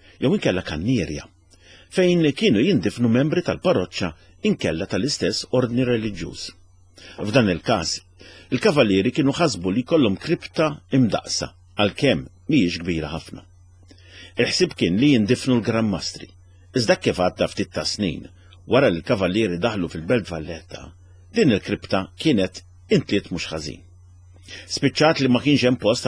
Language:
Maltese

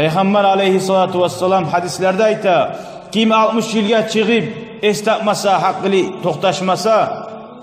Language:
Kumyk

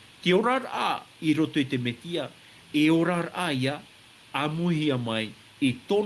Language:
Tahitian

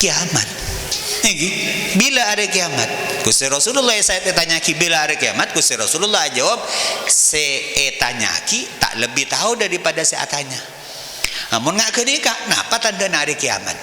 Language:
Madurese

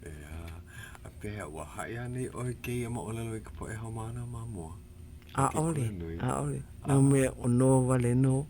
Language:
Hawaiian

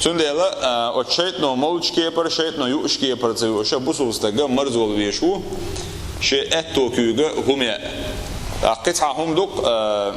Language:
Chechen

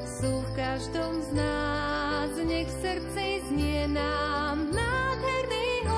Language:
Slovak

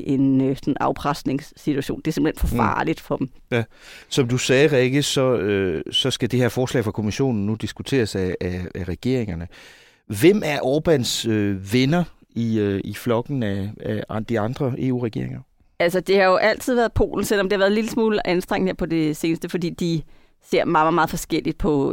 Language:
Danish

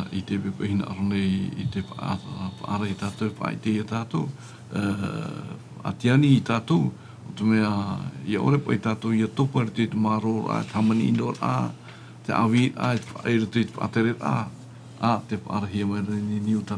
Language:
Tahitian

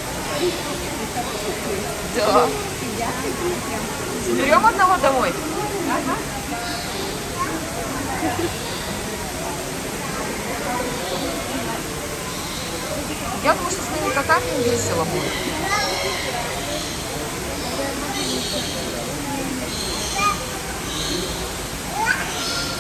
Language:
Russian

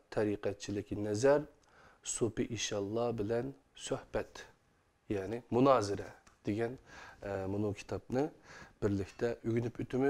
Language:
Uyghur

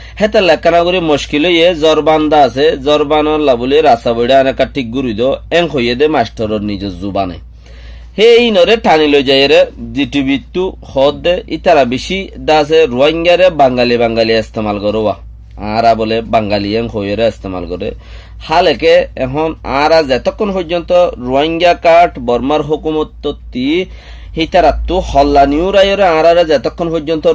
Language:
Rohingya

